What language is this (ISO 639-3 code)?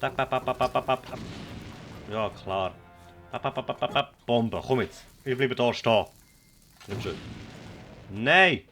gsw